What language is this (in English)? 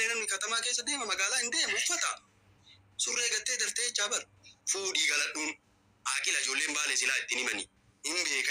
Oromo